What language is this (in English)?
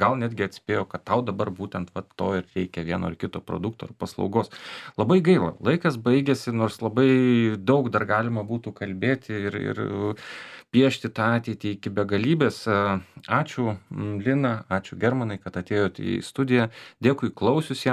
Lithuanian